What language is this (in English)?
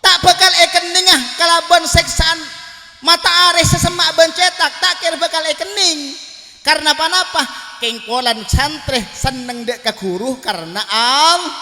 Madurese